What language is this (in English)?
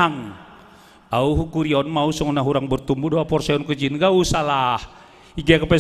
Batak Simalungun